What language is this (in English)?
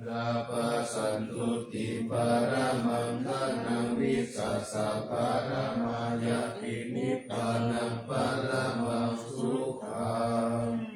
Pali